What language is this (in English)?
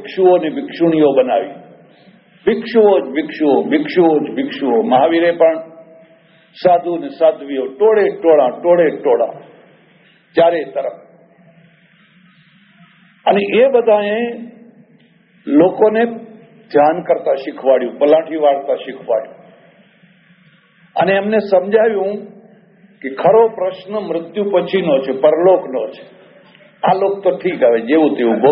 Gujarati